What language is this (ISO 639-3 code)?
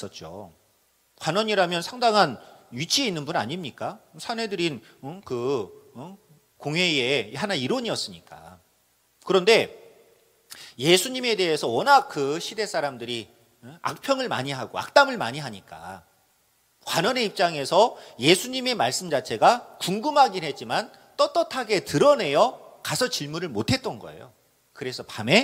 kor